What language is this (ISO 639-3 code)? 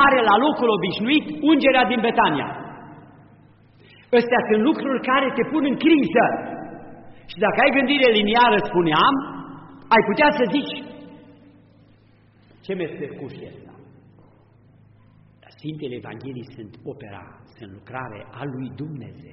ron